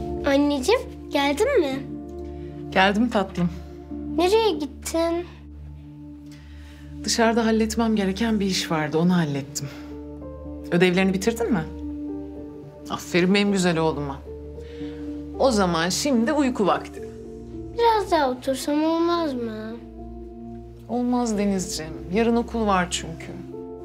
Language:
Turkish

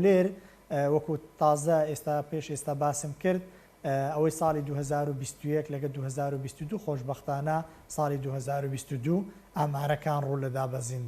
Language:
Central Kurdish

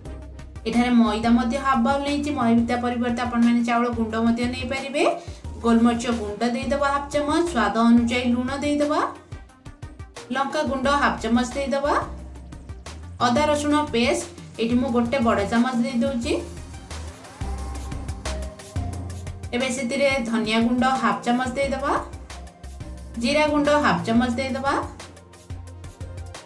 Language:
Odia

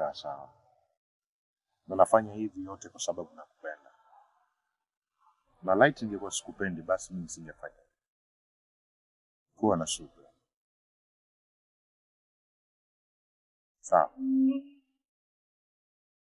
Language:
Swahili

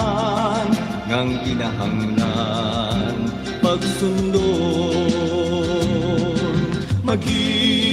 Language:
Waray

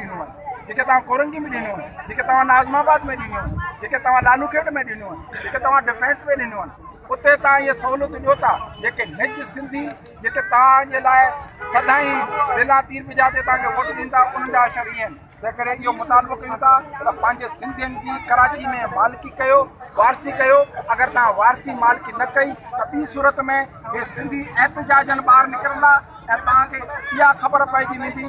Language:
Sindhi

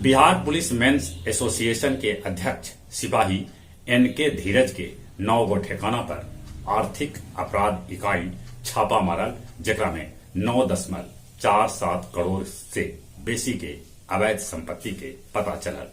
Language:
Magahi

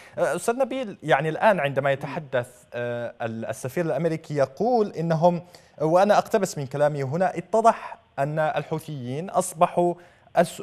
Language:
Arabic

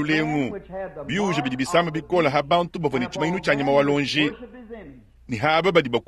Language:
Luba-Lulua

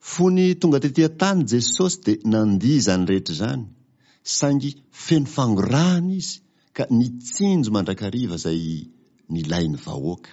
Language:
Malagasy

